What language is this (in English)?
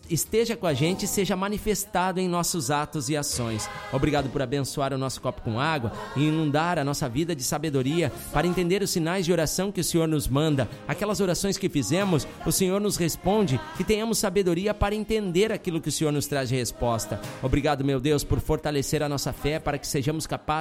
Portuguese